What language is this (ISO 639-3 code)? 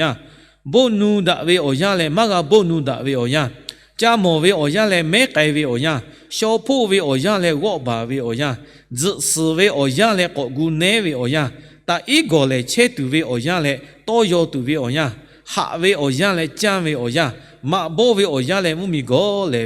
lhu